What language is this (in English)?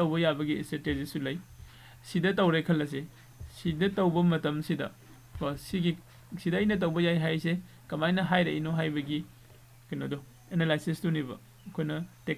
Manipuri